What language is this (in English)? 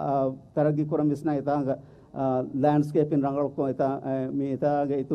Divehi